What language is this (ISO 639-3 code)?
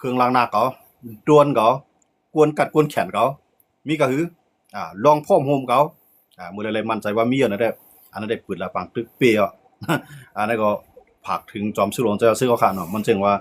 shn